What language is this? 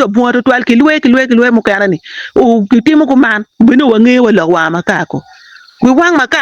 Acoli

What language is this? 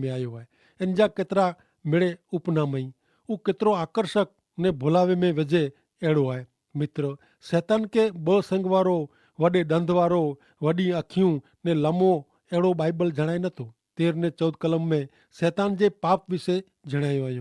Kachhi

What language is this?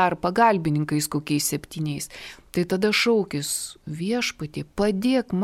Lithuanian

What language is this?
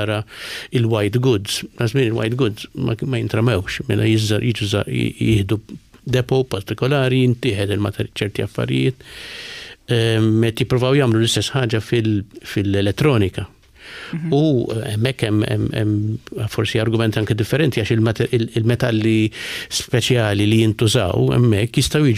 Maltese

